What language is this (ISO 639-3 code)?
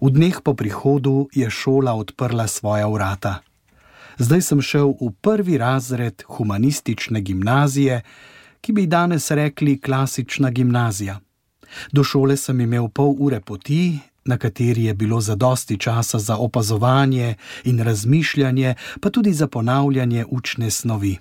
slv